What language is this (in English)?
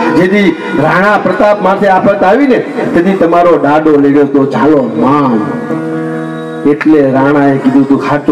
Gujarati